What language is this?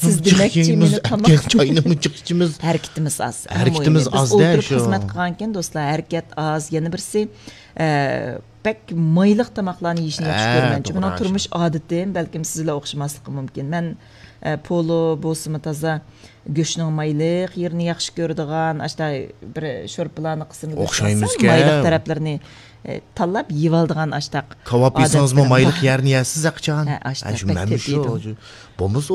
Uyghur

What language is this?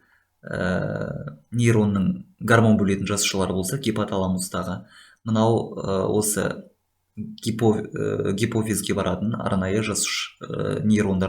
Kazakh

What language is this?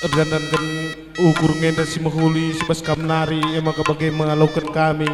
Batak Karo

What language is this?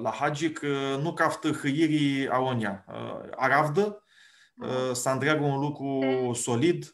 Aromanian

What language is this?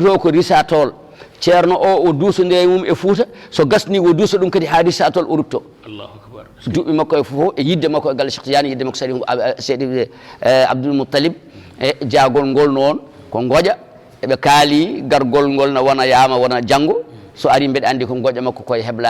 Fula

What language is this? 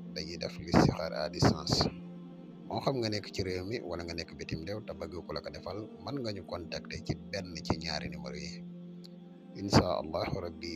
Wolof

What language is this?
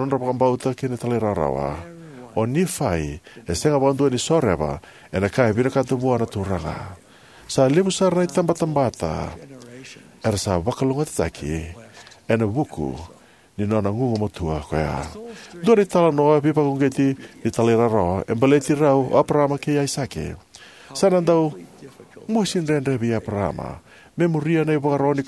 Fijian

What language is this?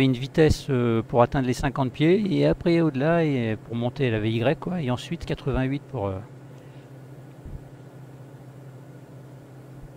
French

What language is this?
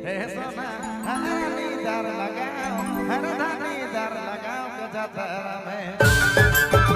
Sadri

